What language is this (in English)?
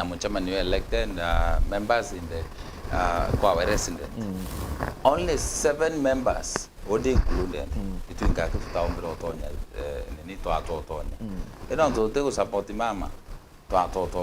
Meru